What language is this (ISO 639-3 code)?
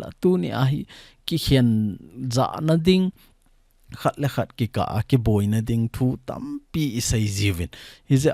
tcz